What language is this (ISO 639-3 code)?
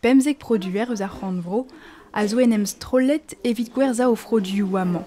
bre